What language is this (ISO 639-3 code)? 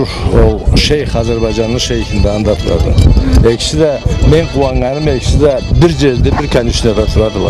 krc